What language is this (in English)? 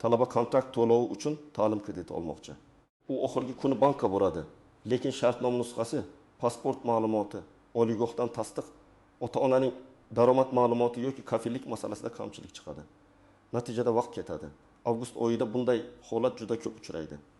Uzbek